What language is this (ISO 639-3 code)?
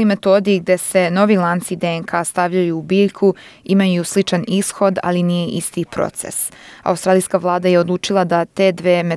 srp